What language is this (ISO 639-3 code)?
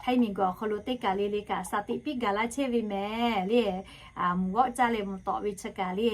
lhu